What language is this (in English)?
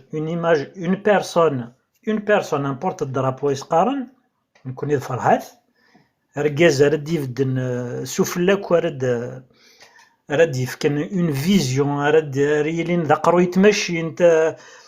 Kabyle